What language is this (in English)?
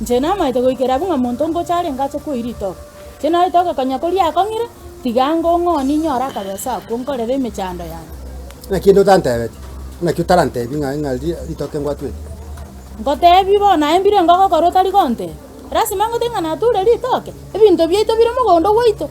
Gusii